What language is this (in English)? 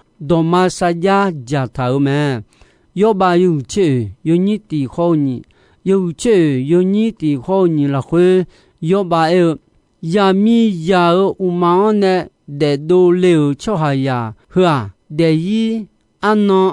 Akha